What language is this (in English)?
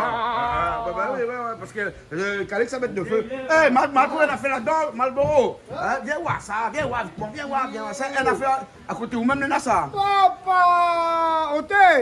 Réunion Creole French